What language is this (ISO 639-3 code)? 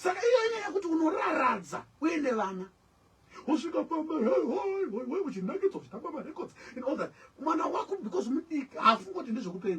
sna